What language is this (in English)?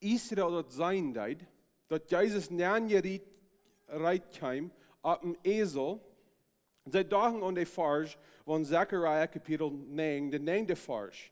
Plautdietsch